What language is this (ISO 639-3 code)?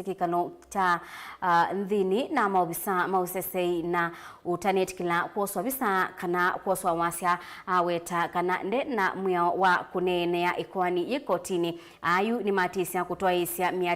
kam